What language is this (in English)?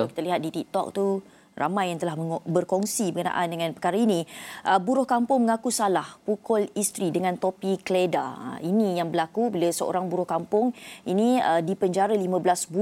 Malay